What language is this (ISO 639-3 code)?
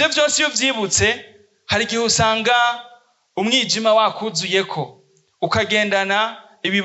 run